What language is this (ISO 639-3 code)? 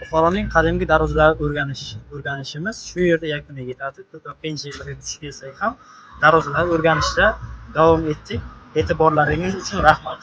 uzb